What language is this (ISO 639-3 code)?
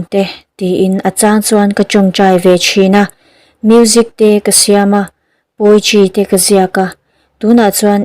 lus